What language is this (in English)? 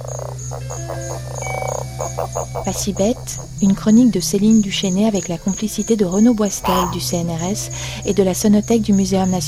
French